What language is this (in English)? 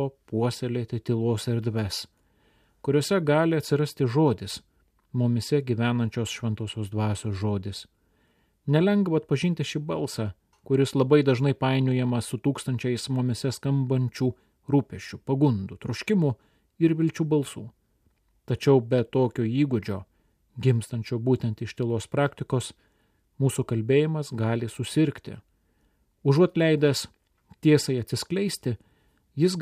Lithuanian